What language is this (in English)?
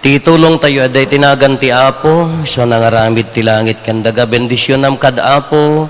Iloko